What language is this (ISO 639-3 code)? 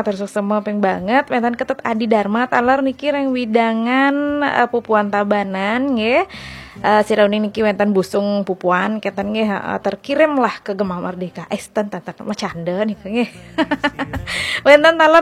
ban